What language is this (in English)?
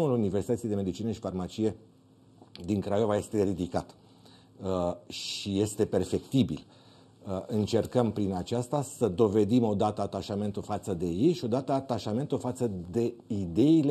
Romanian